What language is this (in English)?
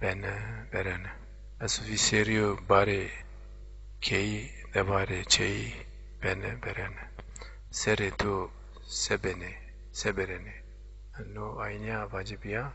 Zaza